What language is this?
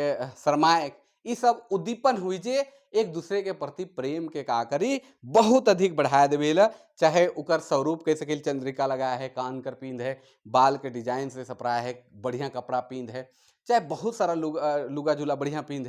Sadri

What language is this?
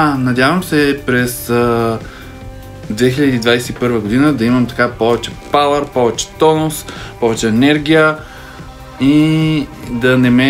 Bulgarian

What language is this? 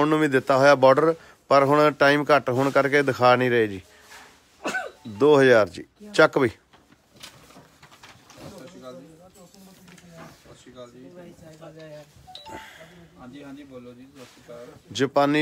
Punjabi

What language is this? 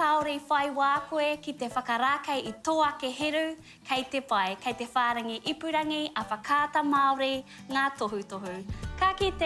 Māori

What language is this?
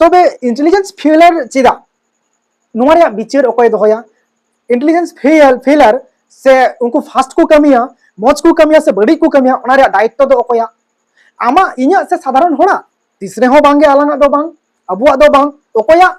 Santali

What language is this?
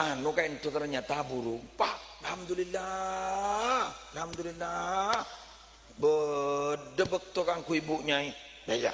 Madurese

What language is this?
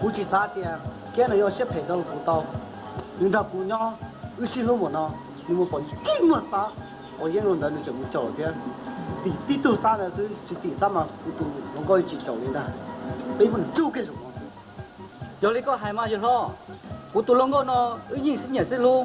Hmong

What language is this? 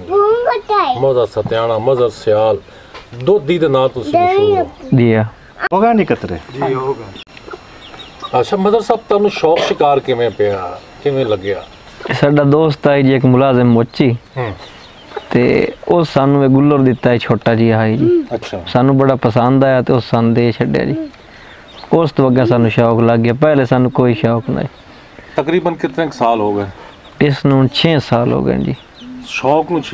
Punjabi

